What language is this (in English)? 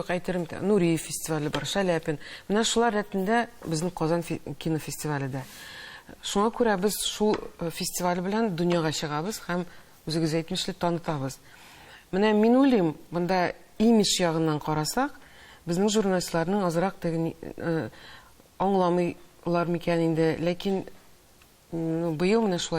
Tatar